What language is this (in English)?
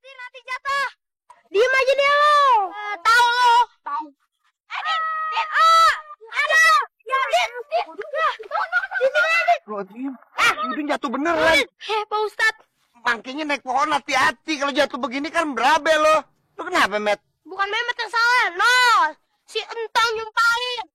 Betawi